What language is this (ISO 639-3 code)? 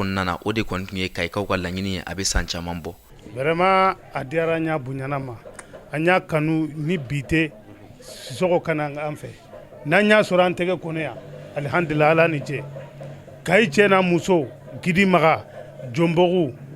bam